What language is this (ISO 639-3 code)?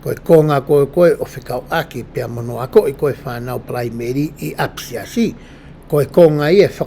ton